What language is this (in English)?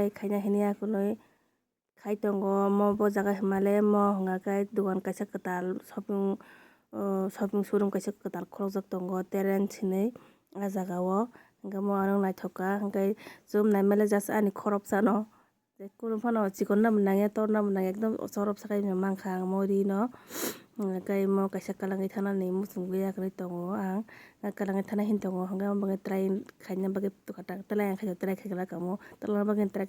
Kok Borok